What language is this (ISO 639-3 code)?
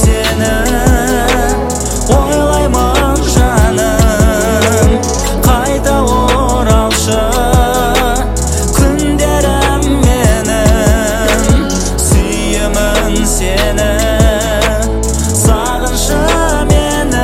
kaz